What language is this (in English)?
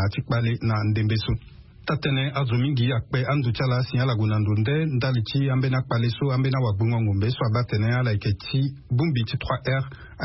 Sango